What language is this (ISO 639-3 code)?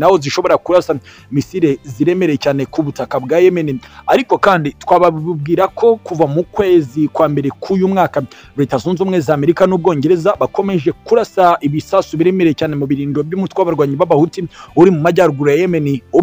kin